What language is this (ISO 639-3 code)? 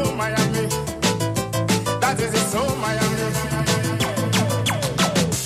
eng